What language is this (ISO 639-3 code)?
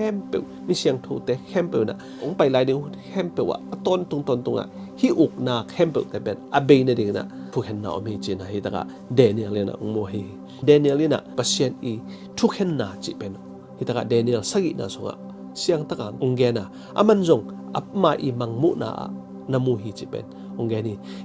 ctd